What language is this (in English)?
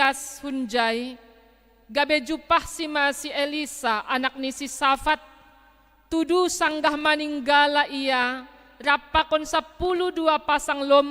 Batak Simalungun